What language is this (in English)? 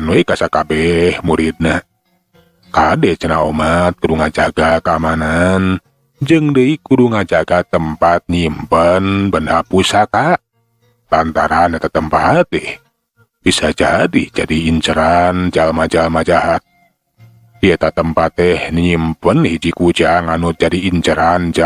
Sundanese